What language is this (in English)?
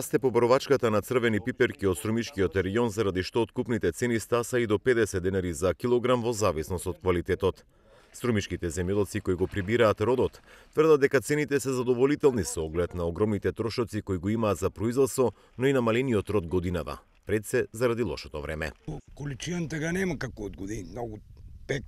Macedonian